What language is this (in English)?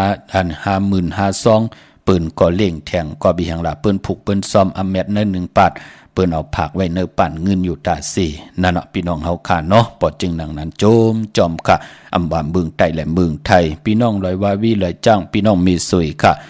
Shan